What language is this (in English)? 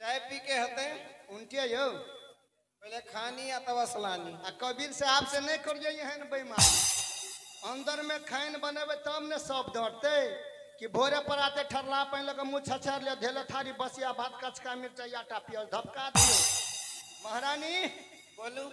Maithili